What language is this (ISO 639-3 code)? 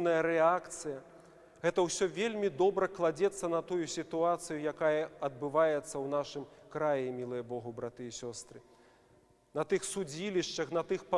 bel